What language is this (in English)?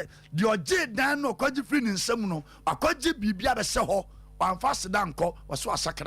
Akan